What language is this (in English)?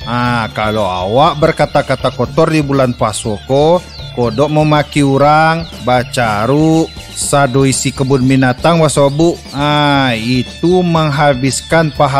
Minangkabau